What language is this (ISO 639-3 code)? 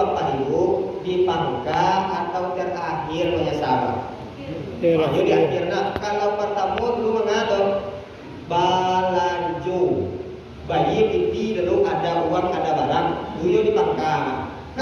min